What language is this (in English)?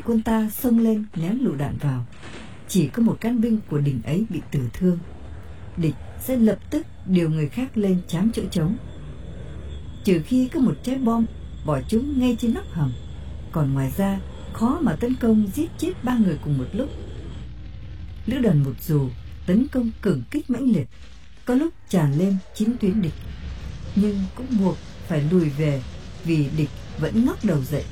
Vietnamese